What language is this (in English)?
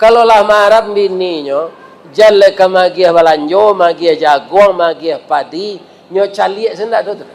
Minangkabau